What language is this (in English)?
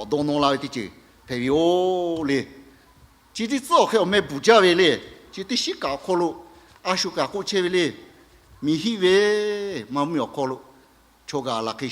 Lahu